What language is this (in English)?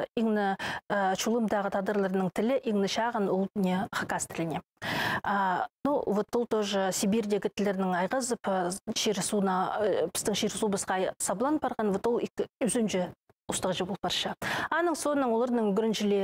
Khakas